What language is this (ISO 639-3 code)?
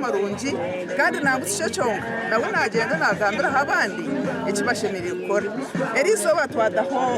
nyn